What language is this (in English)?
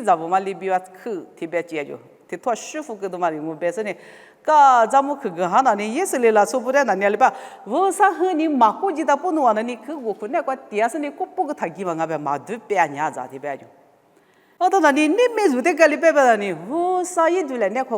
Lisu